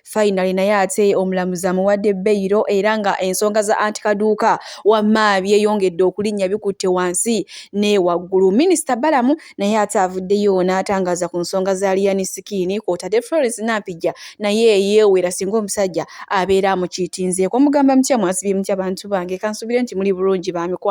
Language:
Ganda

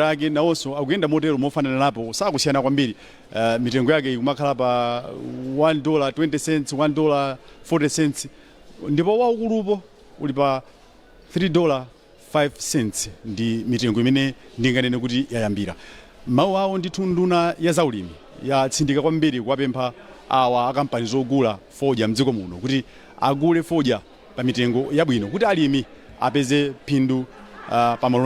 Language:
Nyanja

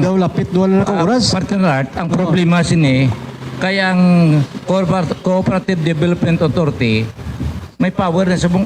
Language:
Hiligaynon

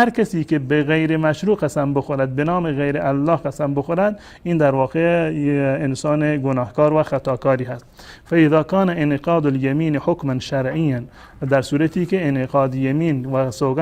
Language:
Persian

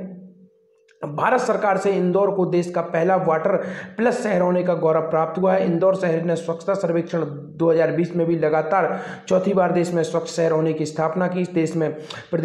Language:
Hindi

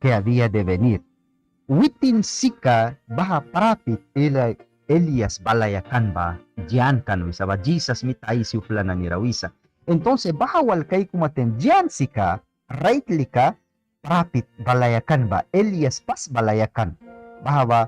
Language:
Mískito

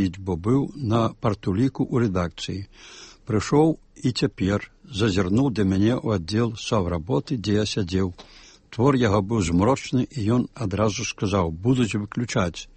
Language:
Belarusian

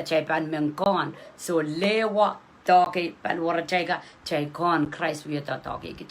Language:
Pohnpeian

